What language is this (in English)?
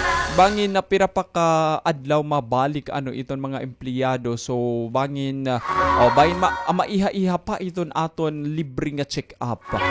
Waray